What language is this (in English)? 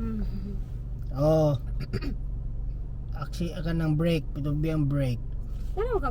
Cebuano